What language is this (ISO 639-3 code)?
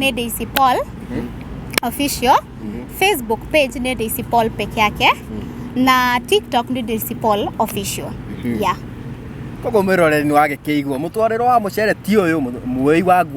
kik